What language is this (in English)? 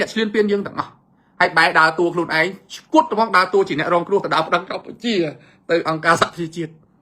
Khmer